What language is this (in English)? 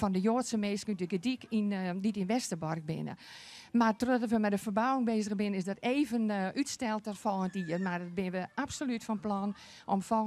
Western Frisian